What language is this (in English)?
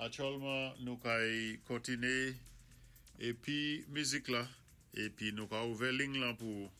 Saint Lucian Creole French